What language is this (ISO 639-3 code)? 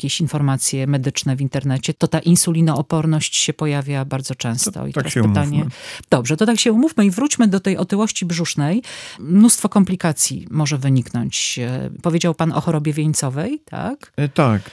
pol